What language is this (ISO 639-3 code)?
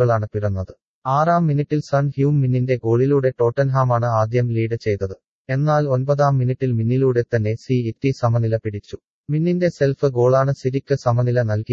mal